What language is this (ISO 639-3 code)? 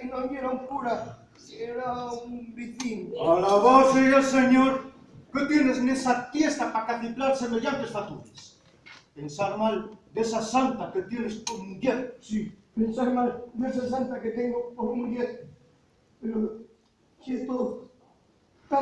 ast